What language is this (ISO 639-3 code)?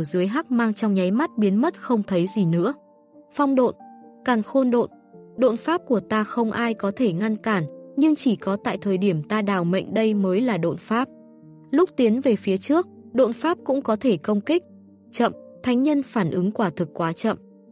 vie